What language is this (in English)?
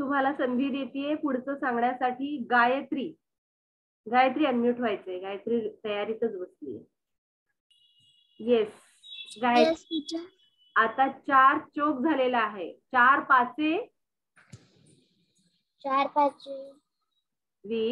Marathi